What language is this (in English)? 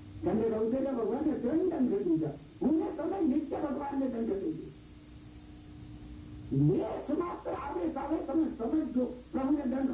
Gujarati